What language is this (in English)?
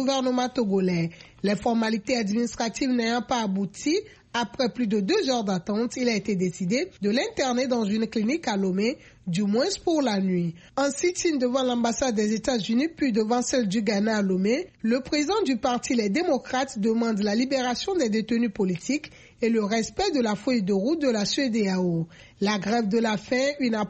French